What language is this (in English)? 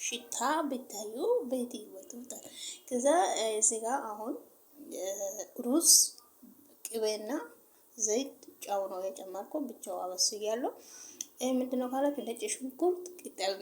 Amharic